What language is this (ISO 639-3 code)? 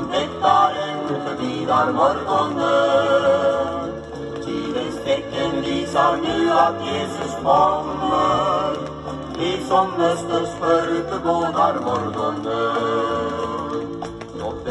swe